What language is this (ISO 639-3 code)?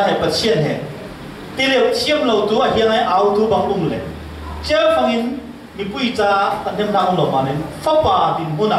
cfm